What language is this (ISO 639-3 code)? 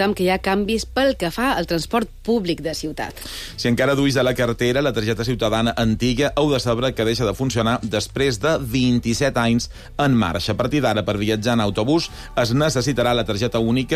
cat